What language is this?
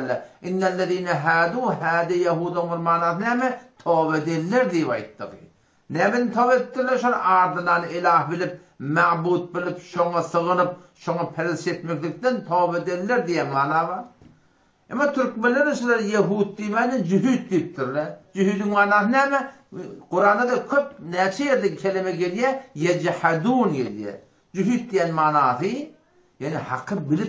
Turkmen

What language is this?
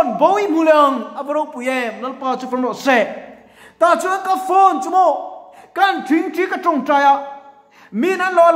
Mizo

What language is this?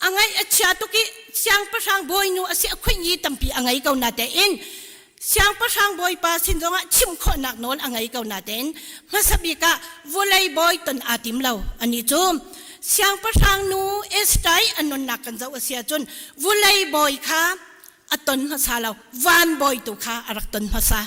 Hakha Chin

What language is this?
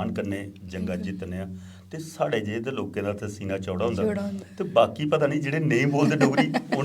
Dogri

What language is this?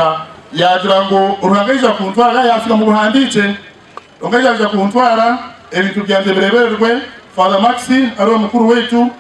Nyankole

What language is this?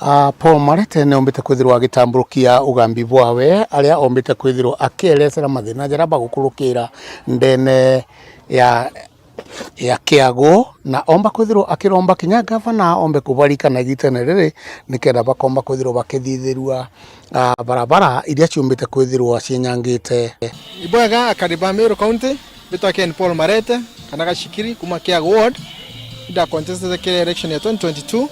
Meru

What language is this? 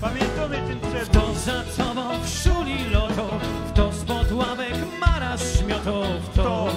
Silesian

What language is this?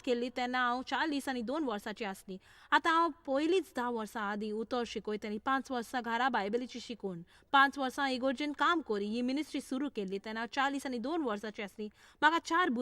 Konkani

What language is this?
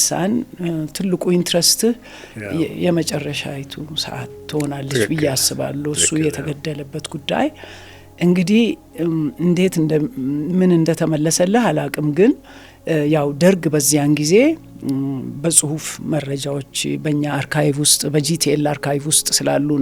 Amharic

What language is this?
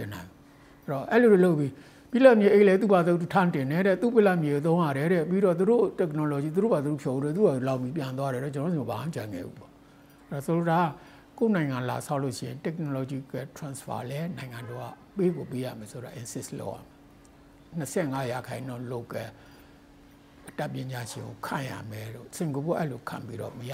Burmese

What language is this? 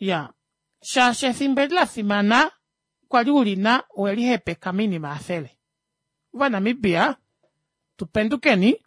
Kuanyama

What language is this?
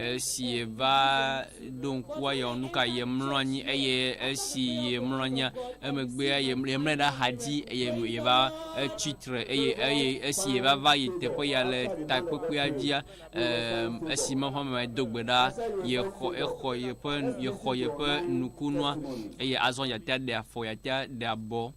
Ewe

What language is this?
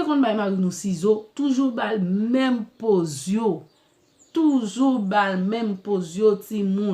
Haitian Creole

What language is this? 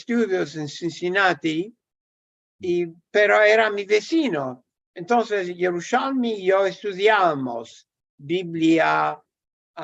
Ladino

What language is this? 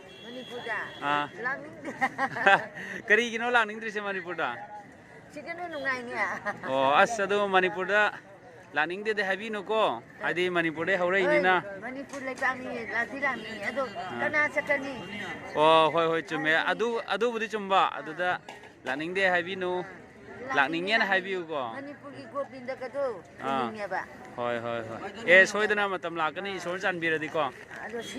Manipuri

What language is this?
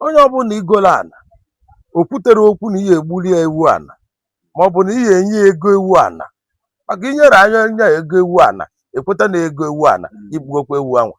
Igbo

